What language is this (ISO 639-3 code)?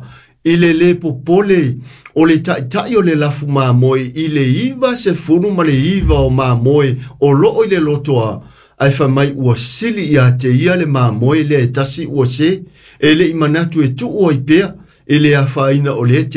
smo